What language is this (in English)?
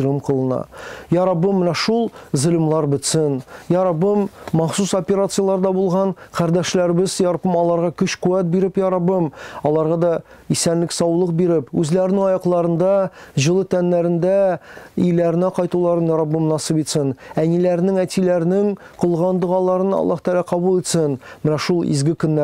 Tatar